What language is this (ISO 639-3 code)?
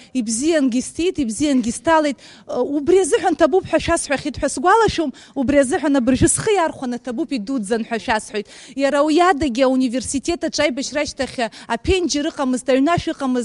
abk